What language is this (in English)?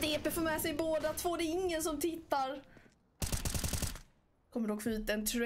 Swedish